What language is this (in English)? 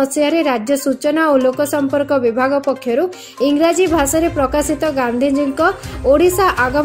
Odia